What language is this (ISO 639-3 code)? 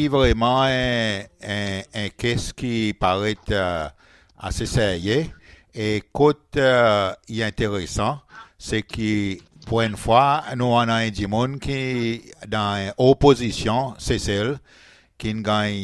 crs